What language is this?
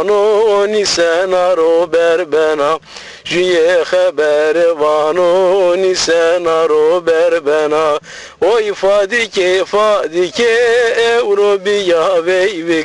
Zaza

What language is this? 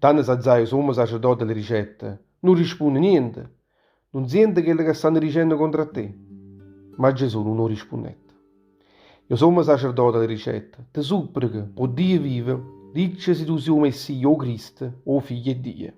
Neapolitan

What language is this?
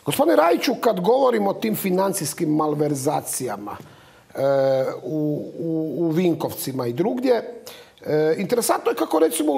Croatian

